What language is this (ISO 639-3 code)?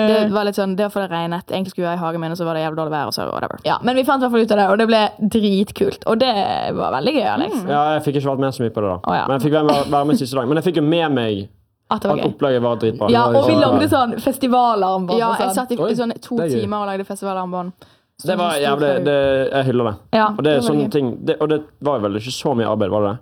nor